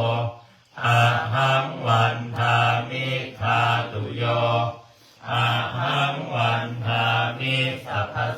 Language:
Pali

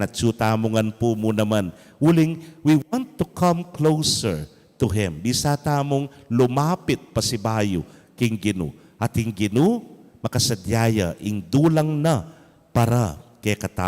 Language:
Pampanga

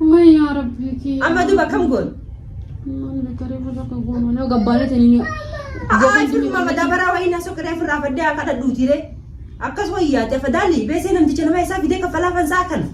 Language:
Oromo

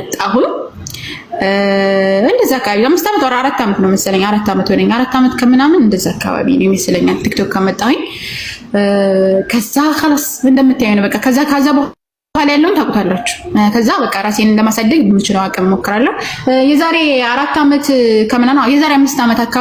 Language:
Amharic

